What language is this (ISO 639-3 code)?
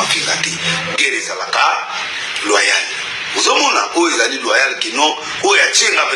lin